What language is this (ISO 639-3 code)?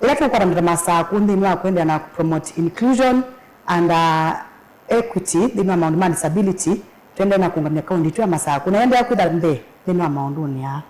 kam